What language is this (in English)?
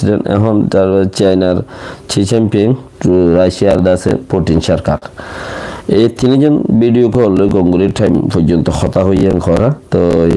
Rohingya